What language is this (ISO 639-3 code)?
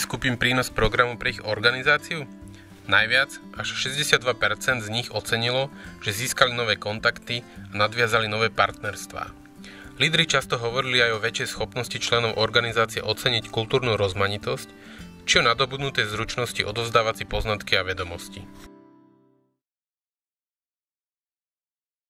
slk